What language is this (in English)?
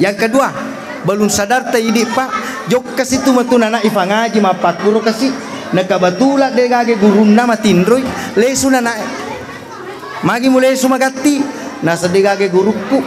Buginese